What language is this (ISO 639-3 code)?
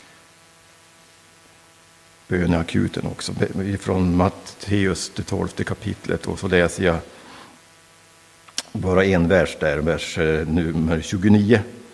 swe